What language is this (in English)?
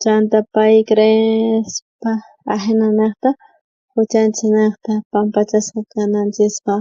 South Bolivian Quechua